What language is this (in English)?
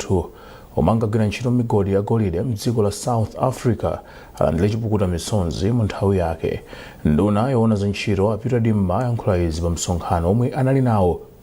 Nyanja